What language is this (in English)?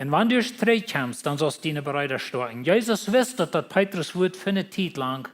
Plautdietsch